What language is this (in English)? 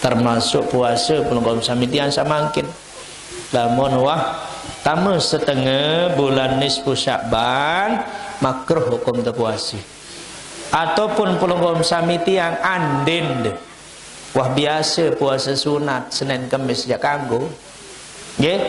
Sasak